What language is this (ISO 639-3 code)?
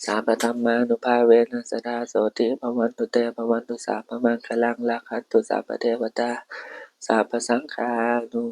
pli